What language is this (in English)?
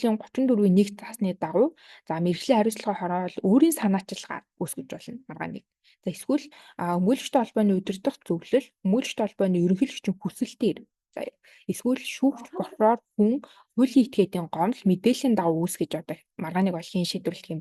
Mongolian